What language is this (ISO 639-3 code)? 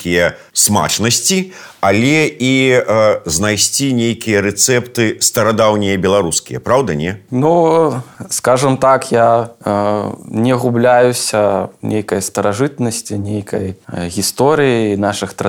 bel